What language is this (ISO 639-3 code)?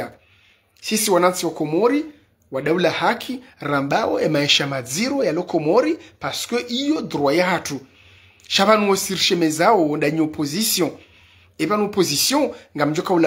zdj